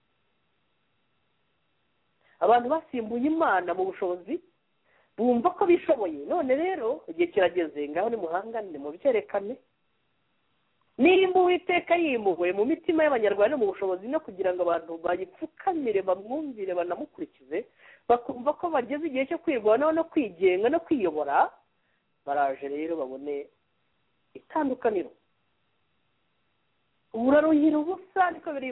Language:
Kinyarwanda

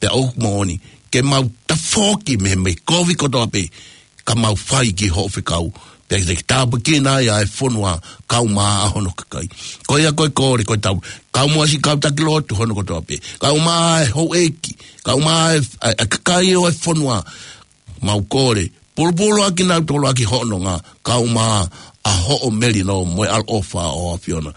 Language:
Tongan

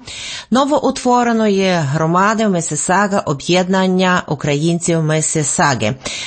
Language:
Ukrainian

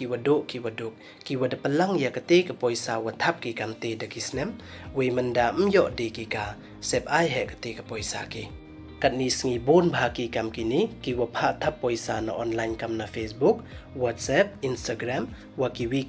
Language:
Pnar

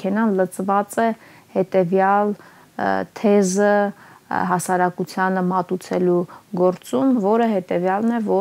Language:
Armenian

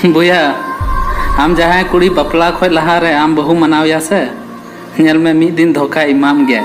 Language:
Santali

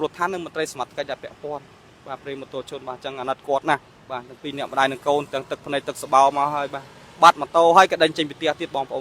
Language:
Khmer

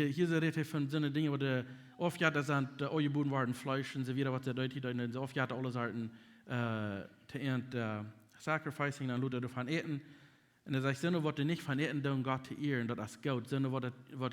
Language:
Plautdietsch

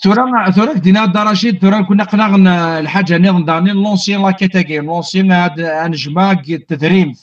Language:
Kabyle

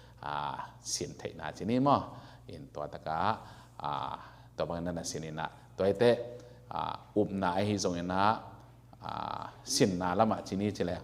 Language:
Tedim Chin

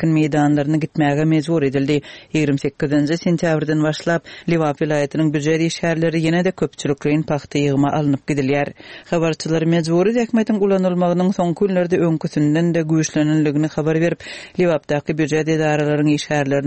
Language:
Turkmen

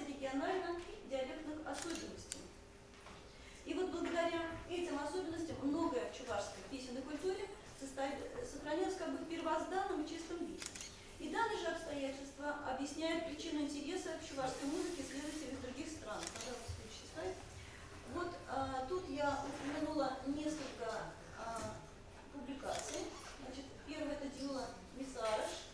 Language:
Russian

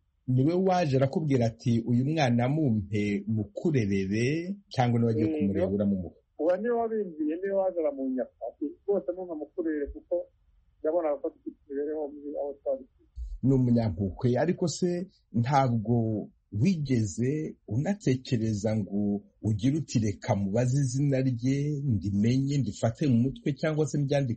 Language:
Kinyarwanda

